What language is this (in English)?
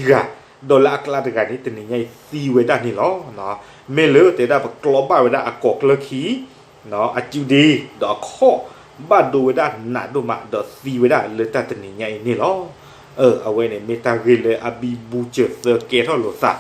S'gaw Karen